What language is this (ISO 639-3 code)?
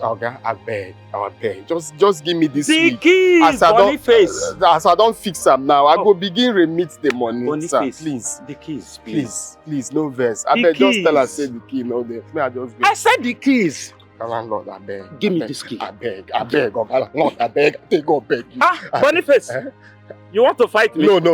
pcm